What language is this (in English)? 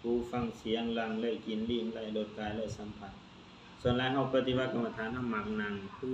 Lao